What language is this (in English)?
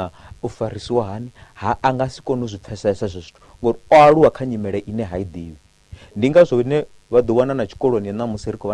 Venda